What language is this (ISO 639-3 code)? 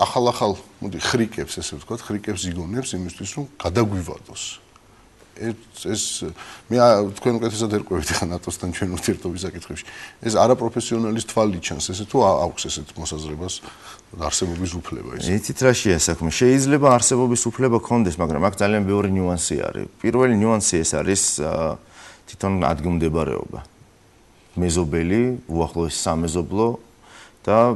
kat